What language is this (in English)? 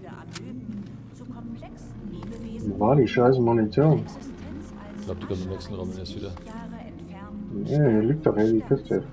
Bavarian